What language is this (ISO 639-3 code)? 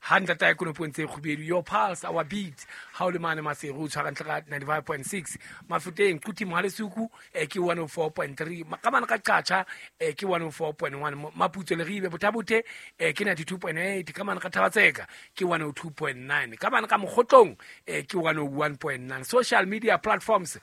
sot